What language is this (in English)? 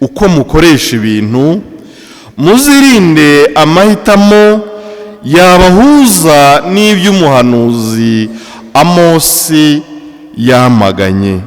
Kinyarwanda